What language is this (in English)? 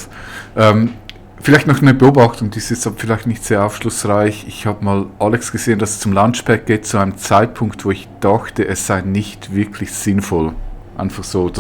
Swiss German